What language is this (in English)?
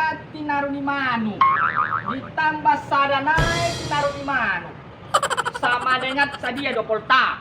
Batak Toba